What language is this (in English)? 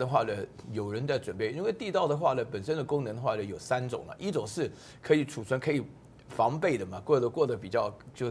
Chinese